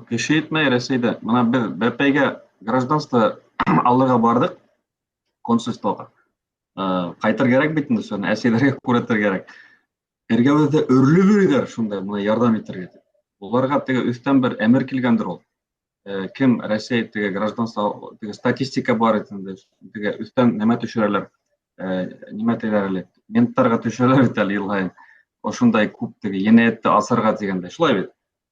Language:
Bashkir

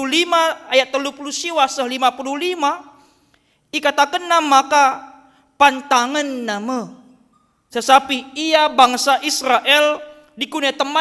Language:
Batak Karo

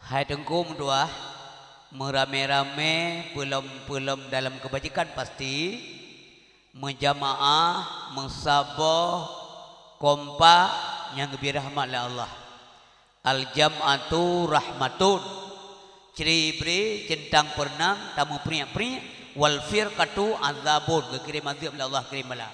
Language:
Achinese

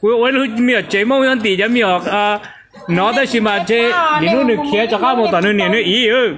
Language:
Hmong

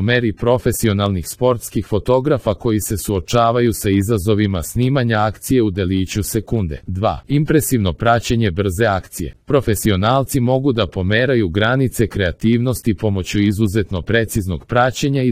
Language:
Serbian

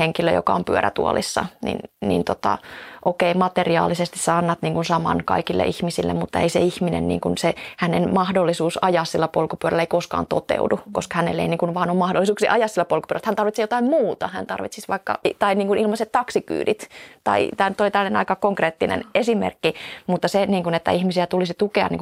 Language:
Finnish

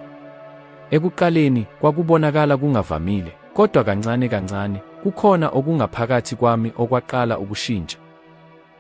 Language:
Zulu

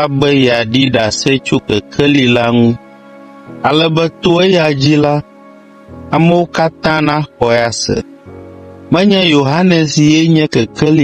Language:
Ewe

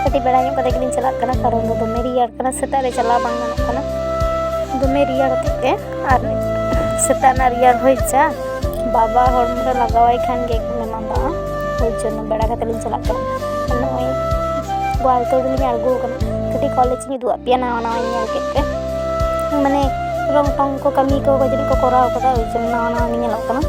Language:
Santali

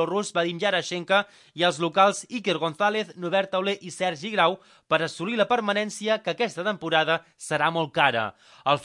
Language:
Catalan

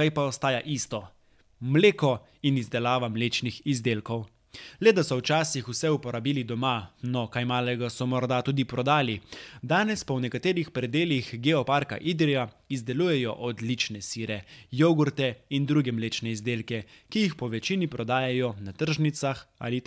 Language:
Slovenian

